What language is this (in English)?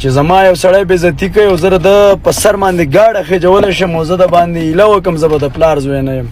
Pashto